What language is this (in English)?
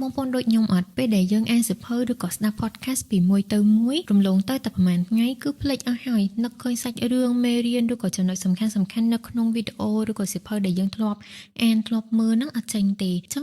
Khmer